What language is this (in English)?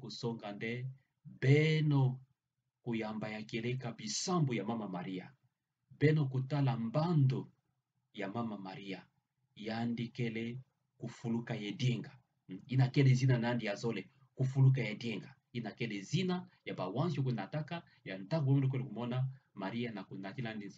Kituba (Democratic Republic of Congo)